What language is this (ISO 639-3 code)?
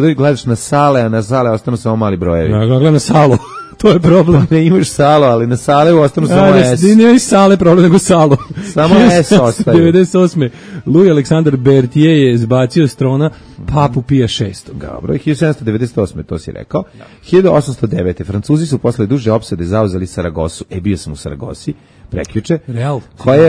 srp